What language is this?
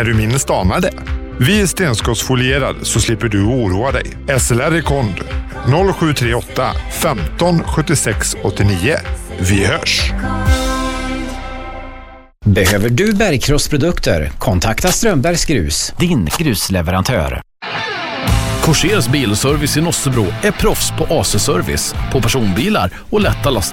Swedish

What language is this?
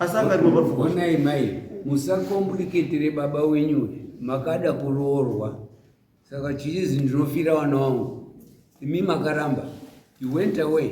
Shona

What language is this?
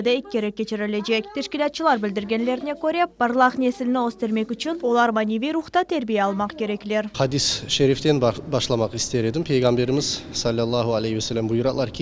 Crimean Tatar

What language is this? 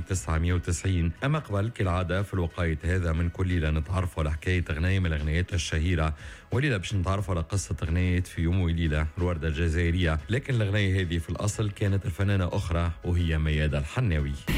Tunisian Arabic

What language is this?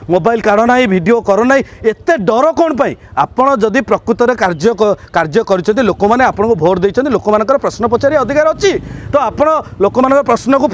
Odia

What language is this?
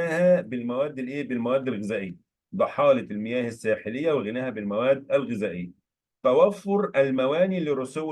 Egyptian Arabic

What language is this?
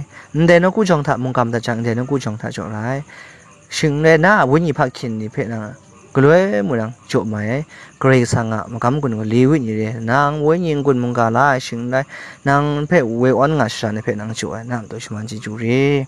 Kachin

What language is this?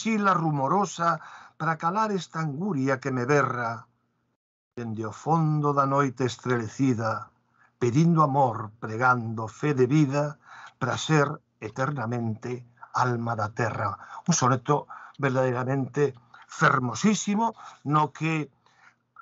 Galician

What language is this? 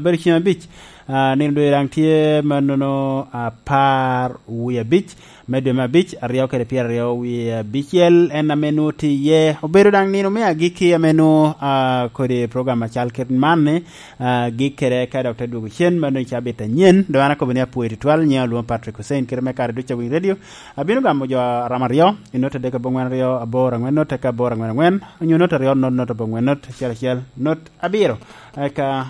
Lango (Uganda)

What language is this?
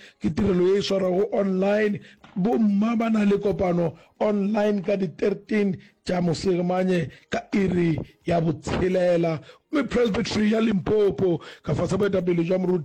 Northern Sotho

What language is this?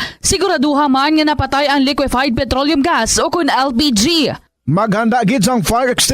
Hiligaynon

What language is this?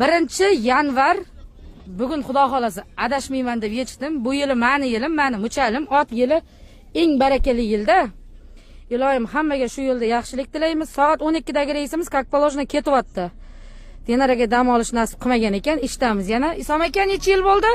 Uzbek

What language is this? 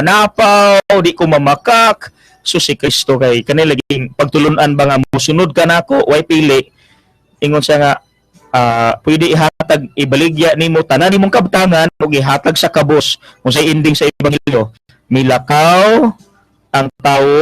Cebuano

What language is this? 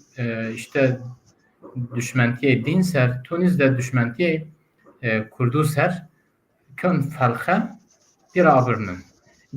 Zaza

